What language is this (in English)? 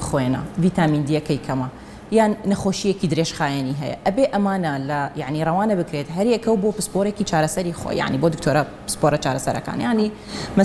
Central Kurdish